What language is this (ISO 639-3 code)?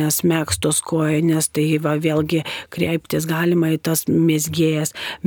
lit